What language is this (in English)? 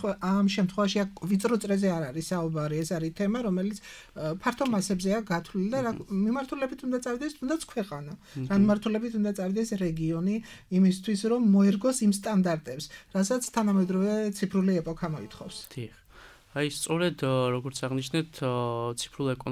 Georgian